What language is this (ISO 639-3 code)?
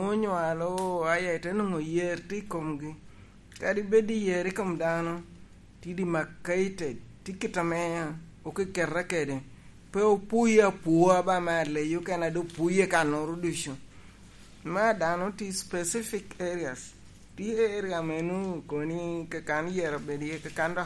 laj